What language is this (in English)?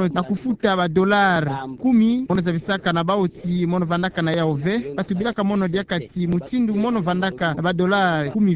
Kituba (Democratic Republic of Congo)